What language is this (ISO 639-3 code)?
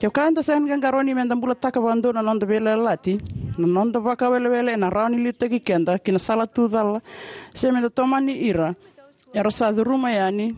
fij